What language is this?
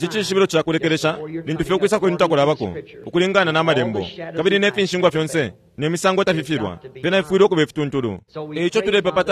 Bemba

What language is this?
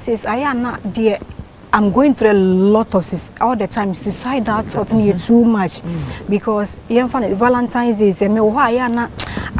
Akan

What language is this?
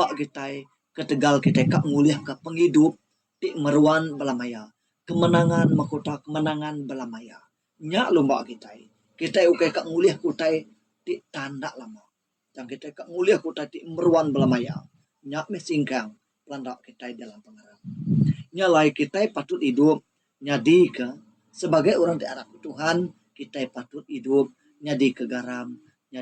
Iban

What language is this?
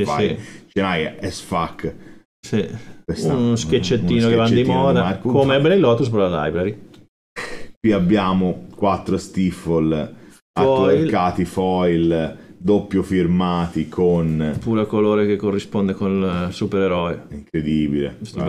Italian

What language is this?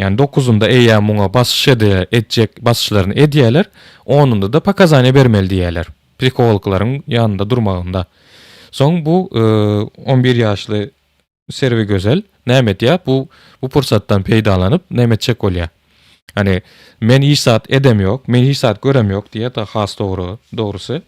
Turkmen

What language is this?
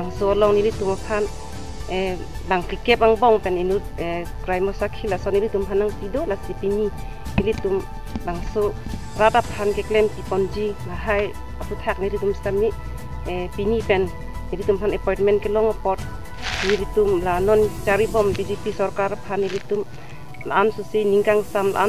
Karbi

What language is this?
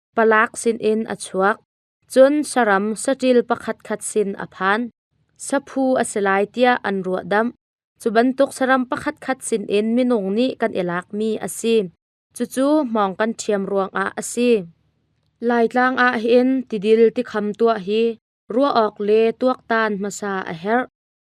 Hakha Chin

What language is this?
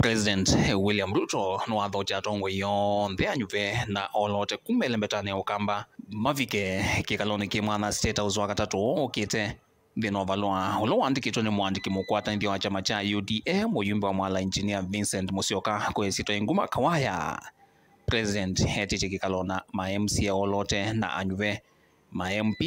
Kamba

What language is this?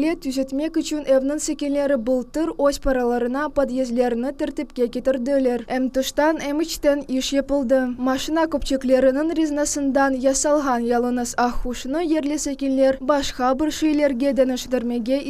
Crimean Tatar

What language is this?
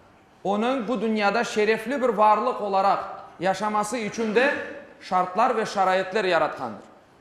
Crimean Tatar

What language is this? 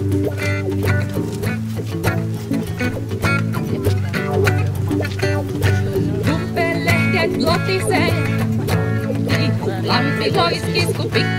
Finnish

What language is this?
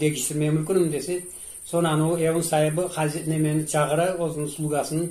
Crimean Tatar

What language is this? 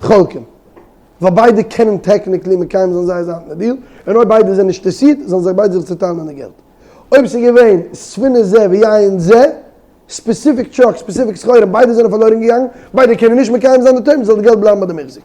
Yiddish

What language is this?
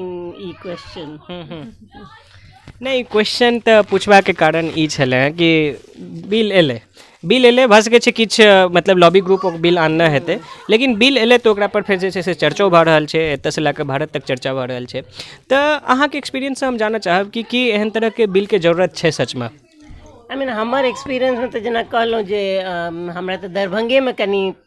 Maithili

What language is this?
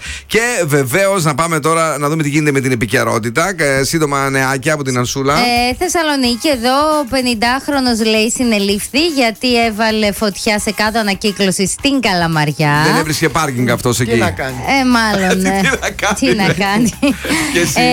Greek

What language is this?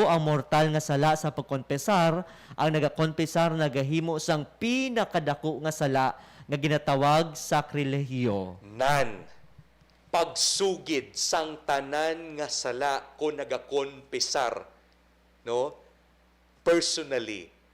Hiligaynon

